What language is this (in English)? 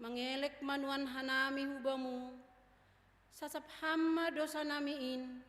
Batak Simalungun